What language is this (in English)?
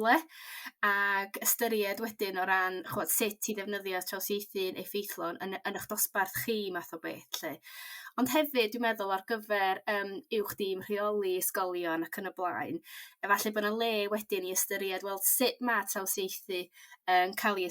Welsh